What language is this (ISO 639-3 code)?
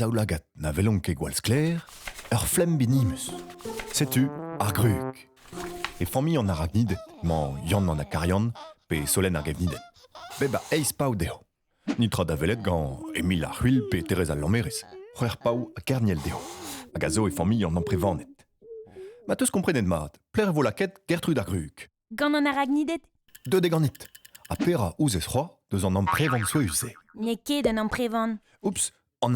bre